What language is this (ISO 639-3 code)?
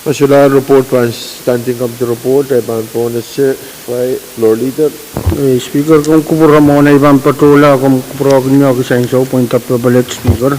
pon